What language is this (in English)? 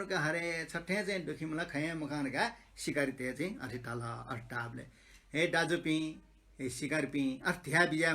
Newari